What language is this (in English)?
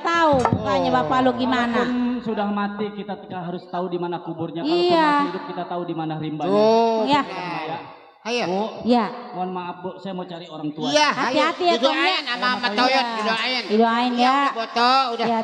Betawi